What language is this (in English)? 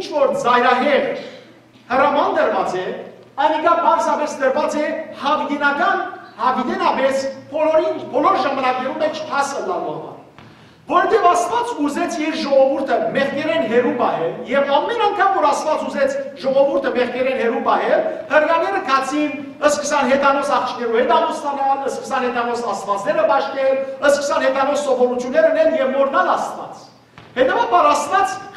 Western Armenian